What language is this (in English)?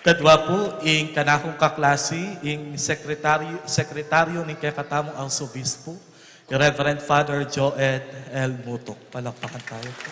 Pampanga